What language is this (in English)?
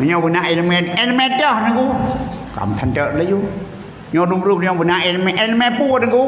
Achinese